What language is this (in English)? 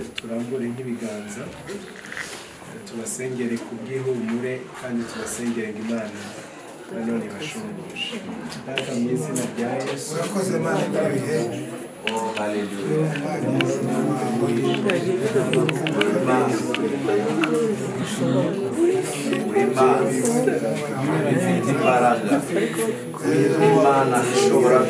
Kinyarwanda